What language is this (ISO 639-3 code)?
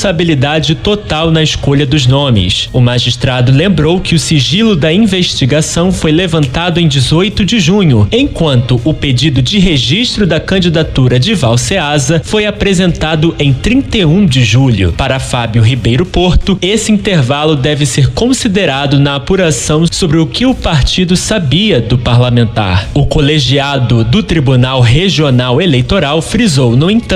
por